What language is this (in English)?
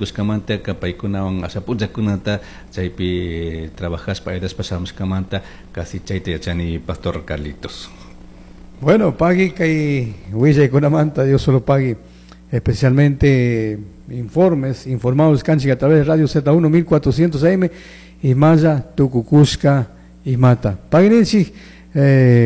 Chimborazo Highland Quichua